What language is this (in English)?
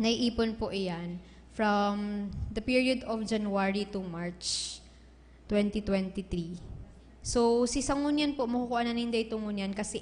Bikol